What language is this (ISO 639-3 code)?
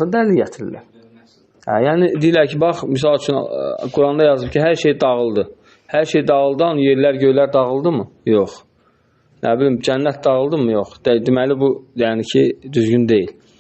aze